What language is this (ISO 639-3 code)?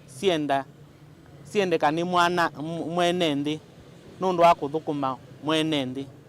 kam